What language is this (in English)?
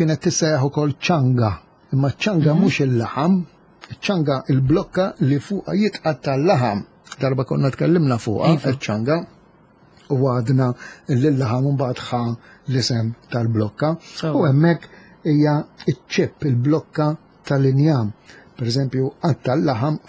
Maltese